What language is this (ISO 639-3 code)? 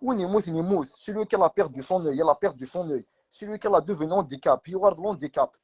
kab